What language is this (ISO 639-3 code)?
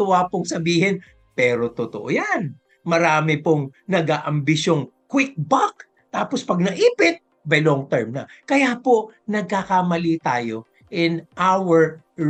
fil